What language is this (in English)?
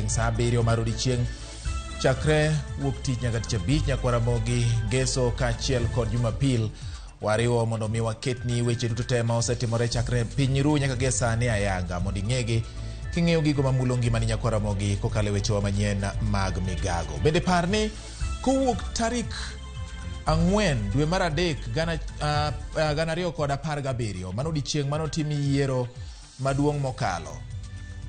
Luo (Kenya and Tanzania)